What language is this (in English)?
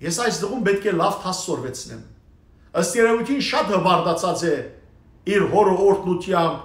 Western Armenian